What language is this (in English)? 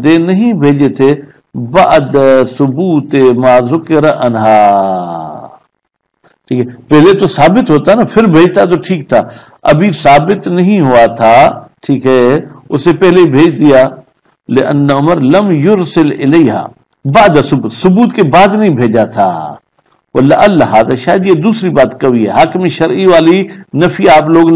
Urdu